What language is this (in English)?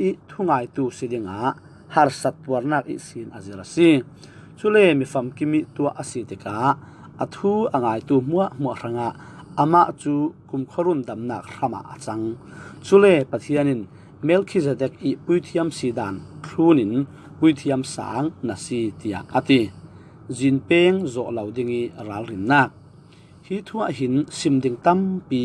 Falam Chin